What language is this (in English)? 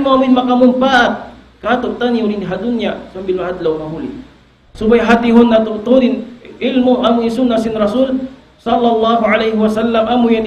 Tausug